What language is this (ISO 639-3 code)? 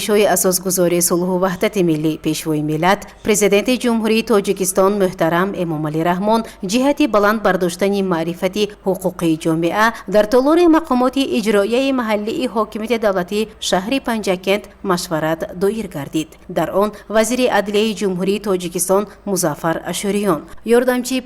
tgk